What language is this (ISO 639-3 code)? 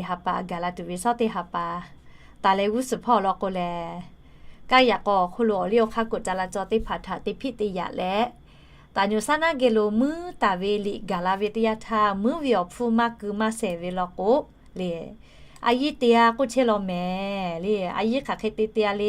lhu